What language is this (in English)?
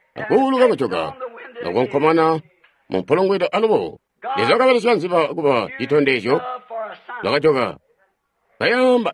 Tonga (Zambia)